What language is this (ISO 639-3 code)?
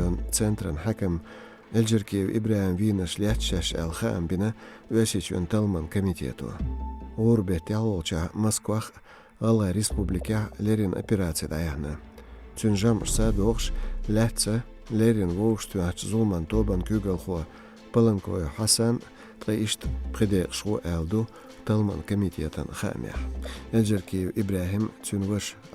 che